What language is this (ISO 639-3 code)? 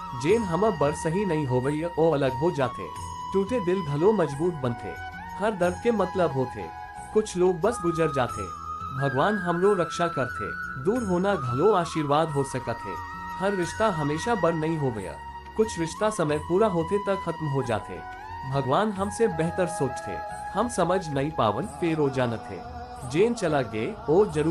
hne